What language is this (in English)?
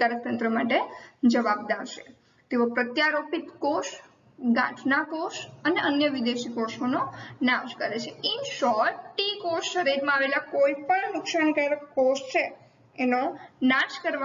Gujarati